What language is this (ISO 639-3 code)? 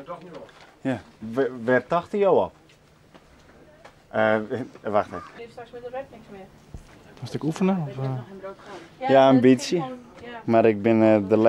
nld